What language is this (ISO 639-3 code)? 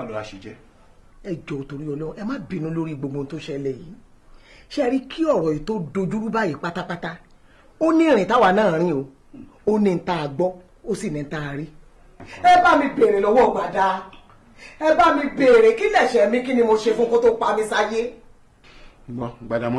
yor